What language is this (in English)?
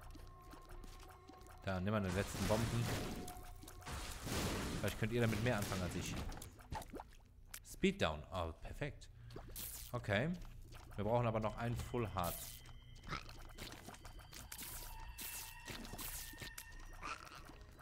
German